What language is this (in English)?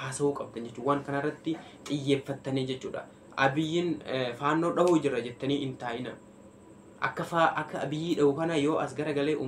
Oromo